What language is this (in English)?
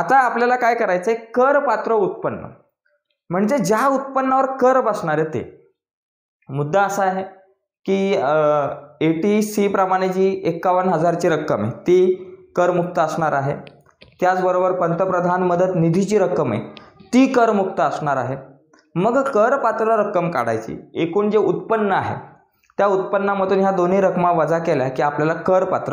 Marathi